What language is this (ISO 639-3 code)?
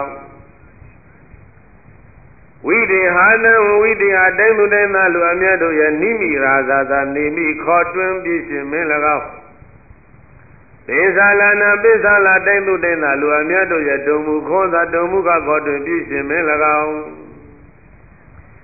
mya